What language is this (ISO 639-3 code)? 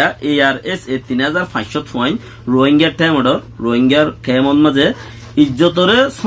rhg